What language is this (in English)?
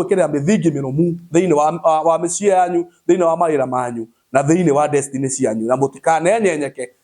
Kikuyu